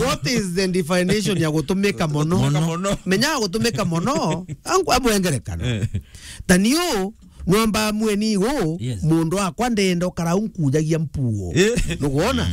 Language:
Meru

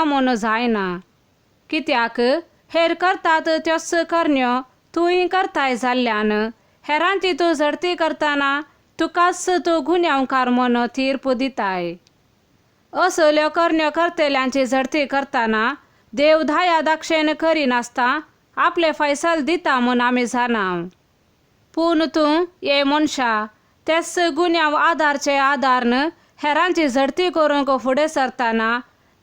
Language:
Konkani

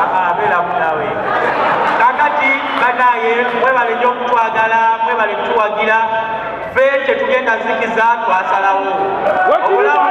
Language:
Ganda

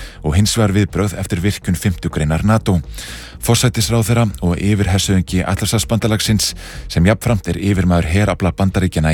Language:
Icelandic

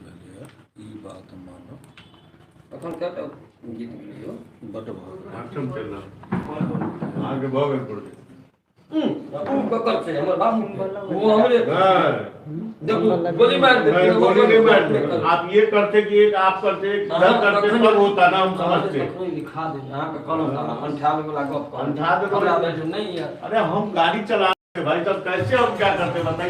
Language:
Maithili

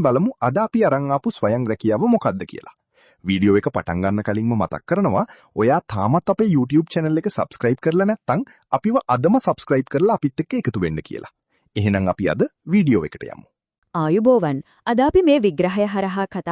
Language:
Sinhala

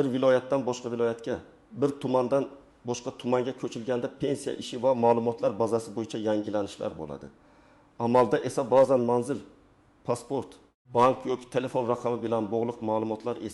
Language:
Uzbek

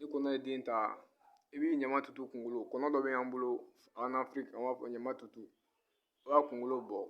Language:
Bambara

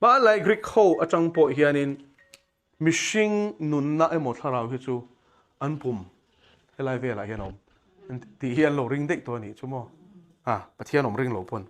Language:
Mizo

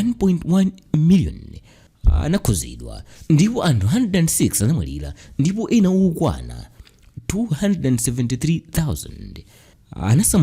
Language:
Nyanja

